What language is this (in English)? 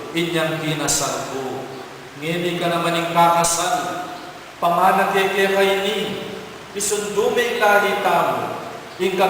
Pampanga